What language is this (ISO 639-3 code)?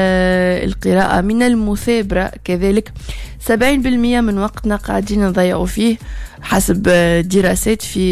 aeb